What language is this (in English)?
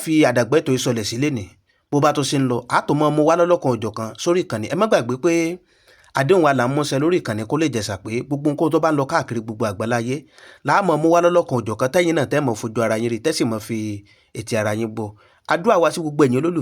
Yoruba